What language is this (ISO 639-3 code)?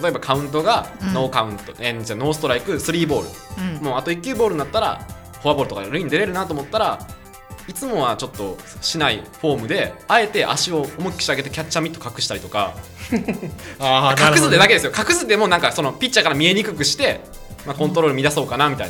jpn